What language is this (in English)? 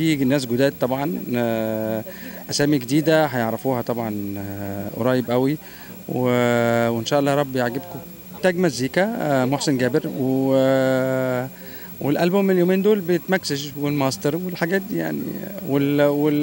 Egyptian Arabic